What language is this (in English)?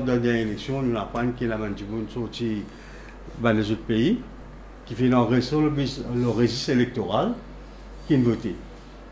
Morisyen